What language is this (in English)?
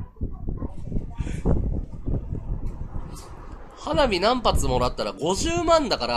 Japanese